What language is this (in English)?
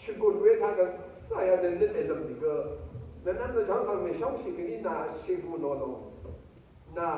Rawang